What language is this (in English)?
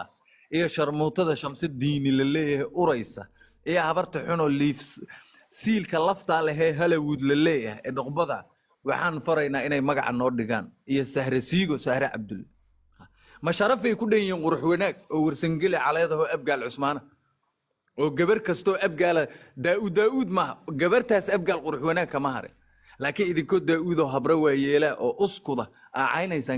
Somali